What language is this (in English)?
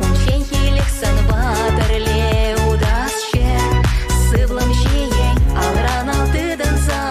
Chuvash